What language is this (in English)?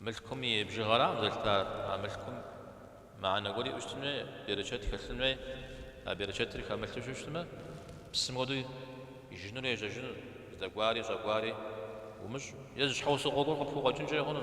Kabardian